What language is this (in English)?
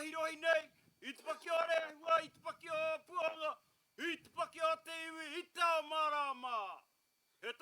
Māori